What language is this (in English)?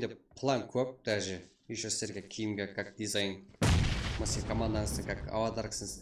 Kara-Kalpak